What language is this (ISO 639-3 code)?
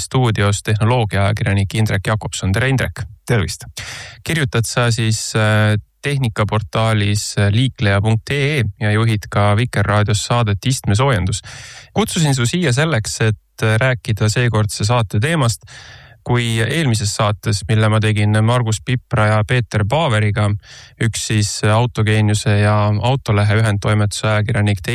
est